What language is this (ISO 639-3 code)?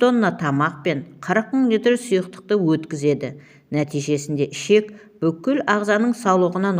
kaz